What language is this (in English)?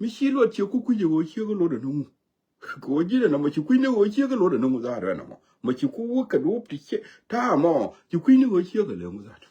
Nuer